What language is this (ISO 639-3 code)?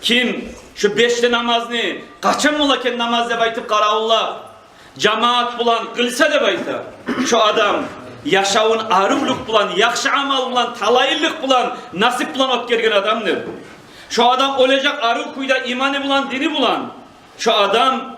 kum